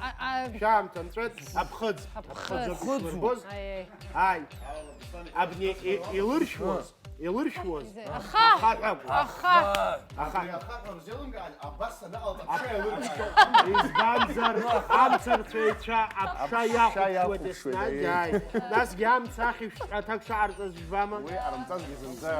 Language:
Abkhazian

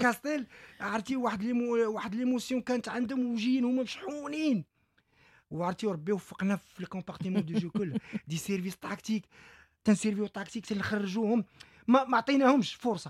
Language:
Moroccan Arabic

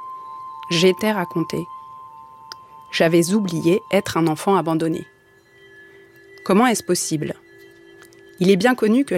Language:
French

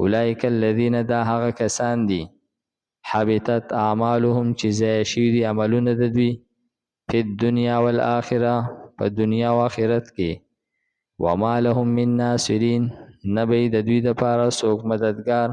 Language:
Pashto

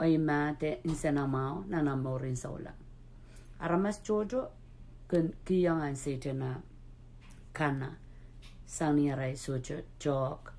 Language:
Pohnpeian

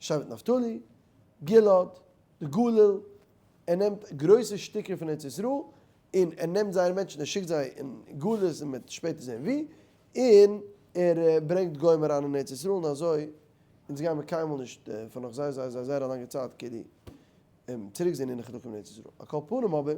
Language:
Yiddish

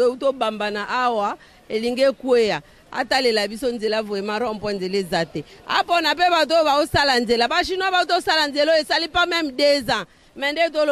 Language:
Lingala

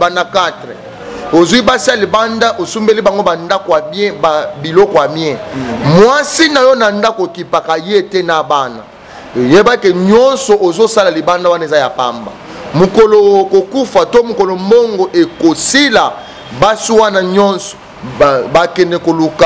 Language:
Lingala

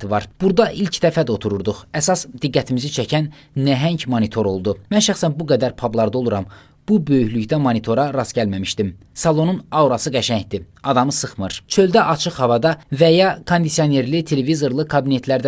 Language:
Azerbaijani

